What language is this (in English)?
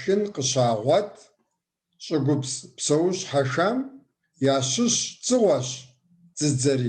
Kabardian